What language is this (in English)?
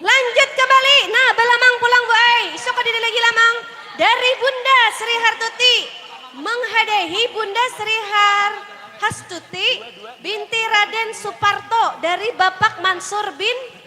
Banjar